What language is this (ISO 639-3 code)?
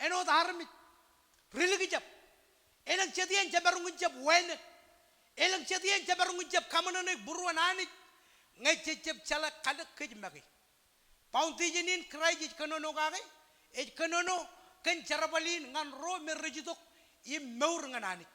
mah